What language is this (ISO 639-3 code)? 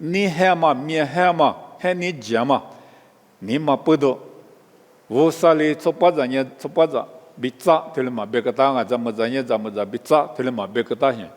lis